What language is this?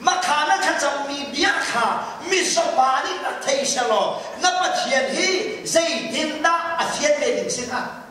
Hakha Chin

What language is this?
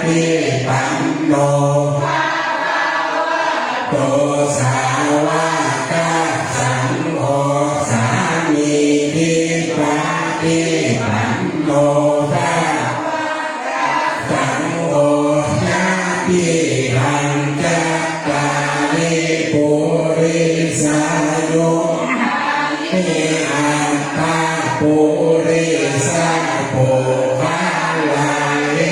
Pali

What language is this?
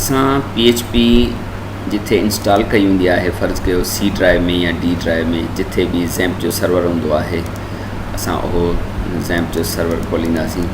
Sindhi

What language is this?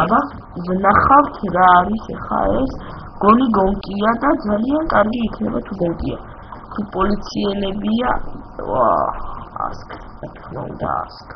Georgian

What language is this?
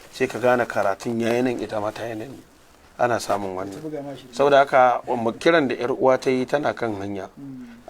Hausa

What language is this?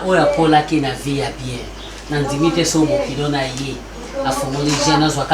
Lingala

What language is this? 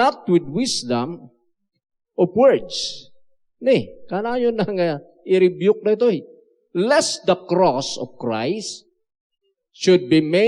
Iloko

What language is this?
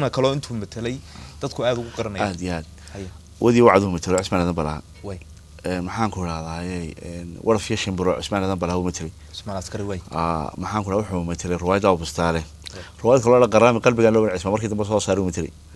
Somali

